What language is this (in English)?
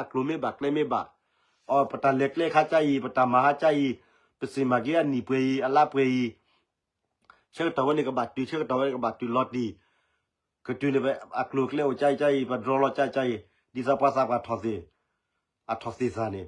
S'gaw Karen